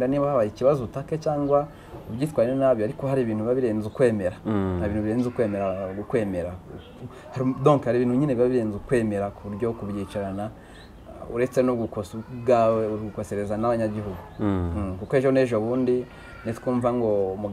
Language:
Kinyarwanda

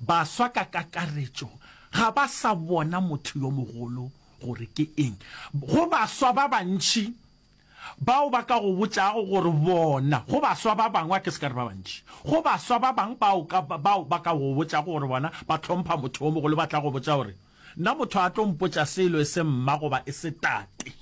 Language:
Northern Sotho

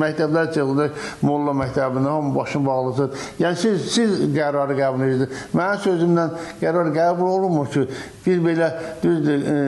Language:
Azerbaijani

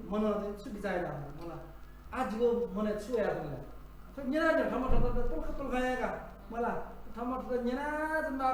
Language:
Newari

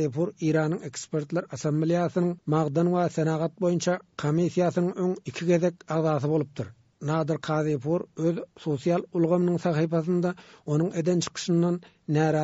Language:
Turkmen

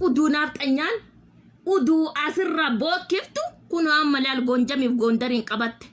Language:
Oromo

